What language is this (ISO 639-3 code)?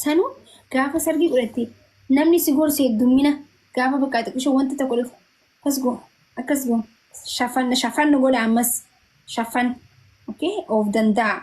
orm